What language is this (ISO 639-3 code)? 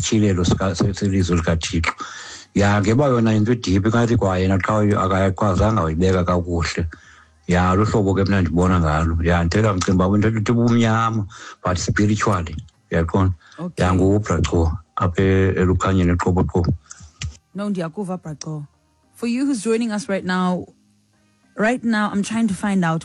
xho